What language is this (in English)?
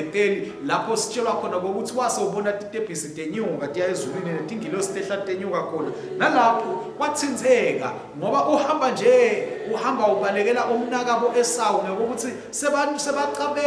Swati